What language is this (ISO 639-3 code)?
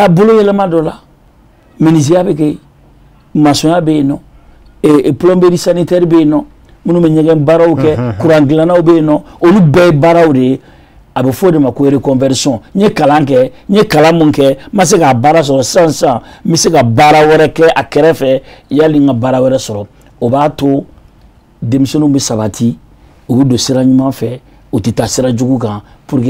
bam